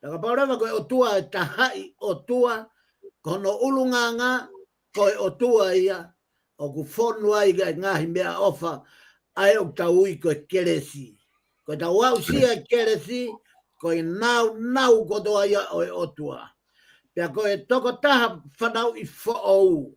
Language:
Tongan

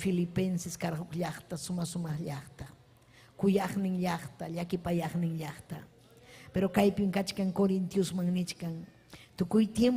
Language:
Ayacucho Quechua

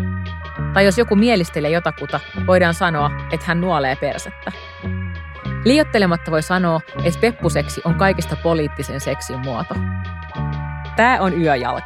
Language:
Finnish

